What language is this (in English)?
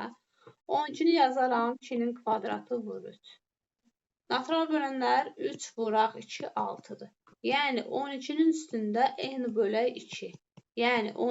Azerbaijani